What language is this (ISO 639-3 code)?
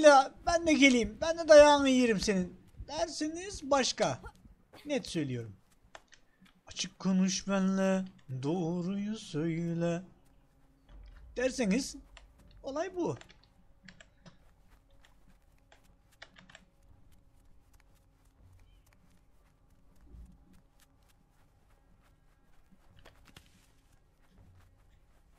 tur